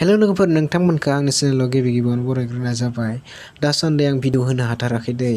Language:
Bodo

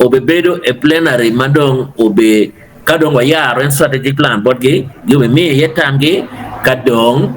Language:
Acoli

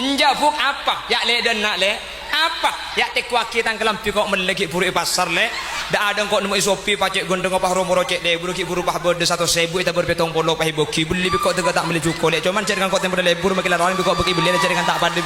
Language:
Madurese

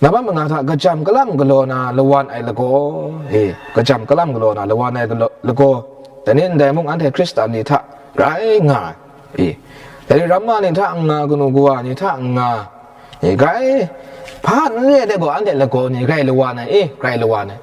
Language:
Kachin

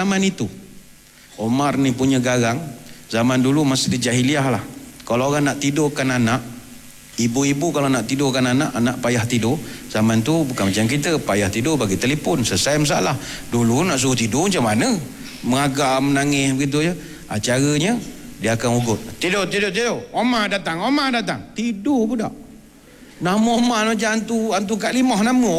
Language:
Malay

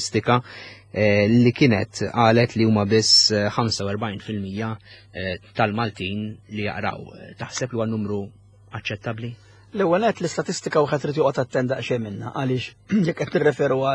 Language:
Maltese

